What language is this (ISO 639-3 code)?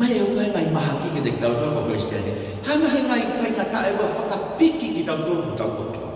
ton